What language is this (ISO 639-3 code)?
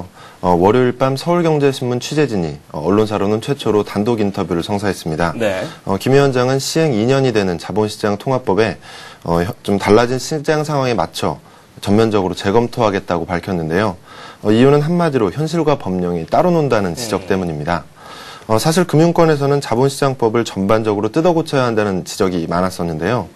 kor